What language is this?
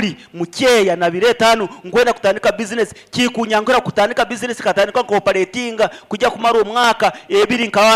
Nyankole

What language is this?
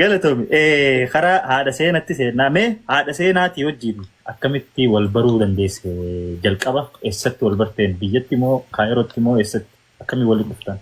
Oromo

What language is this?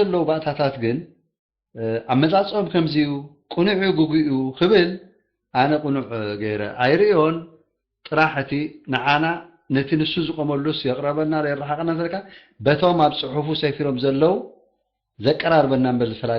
Tigrinya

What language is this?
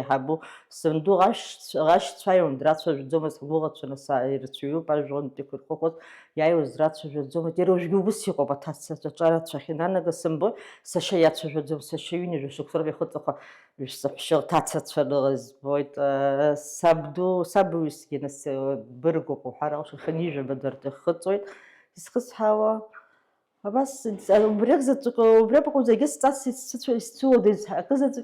Abkhazian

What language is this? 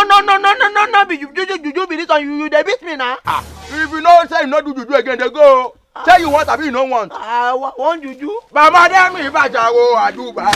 Nigerian Pidgin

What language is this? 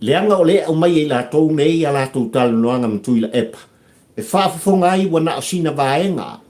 Samoan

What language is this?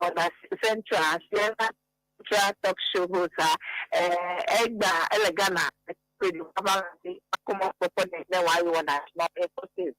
Ewe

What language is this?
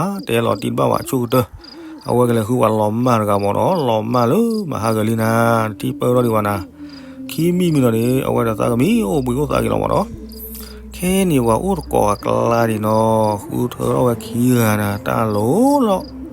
S'gaw Karen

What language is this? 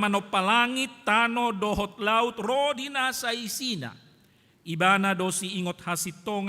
Batak Toba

